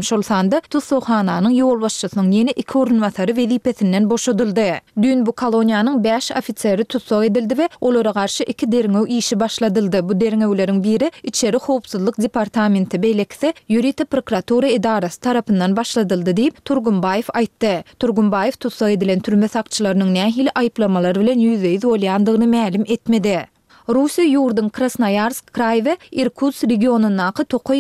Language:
Turkmen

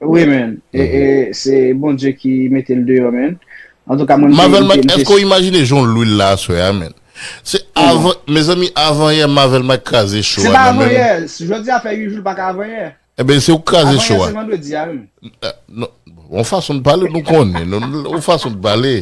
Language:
Haitian Creole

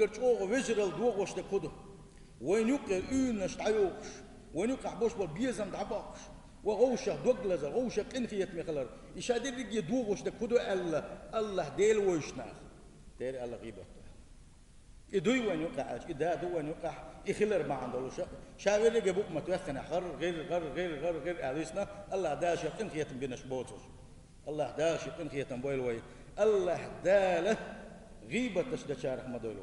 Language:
Chechen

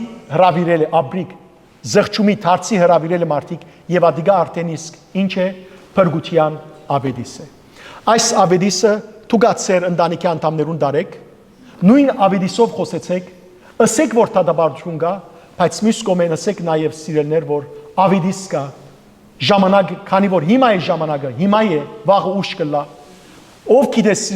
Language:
Western Armenian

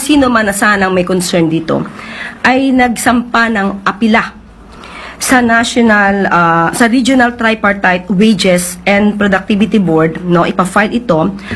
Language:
Filipino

